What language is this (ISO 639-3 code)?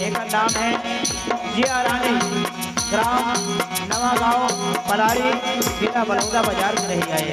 hne